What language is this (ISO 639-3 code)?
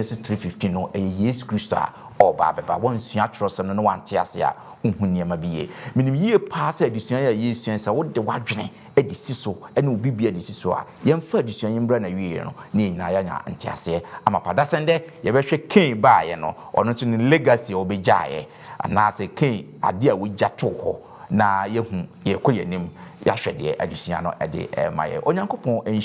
aka